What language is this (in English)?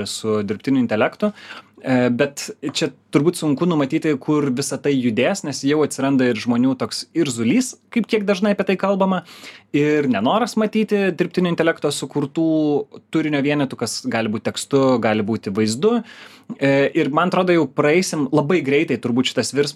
Lithuanian